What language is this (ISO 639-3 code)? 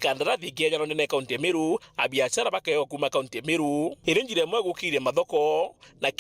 mer